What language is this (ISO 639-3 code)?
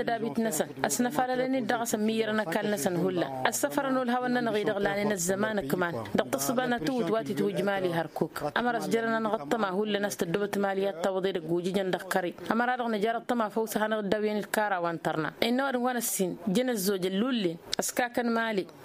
taq